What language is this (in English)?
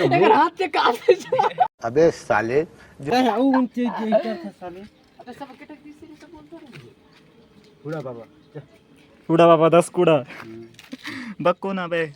Chhattisgarhi